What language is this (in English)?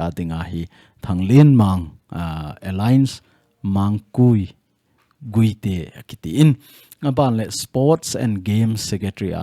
Thado Chin